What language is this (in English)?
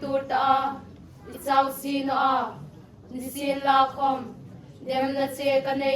Hmar